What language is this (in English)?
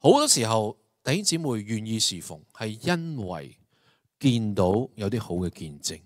Cantonese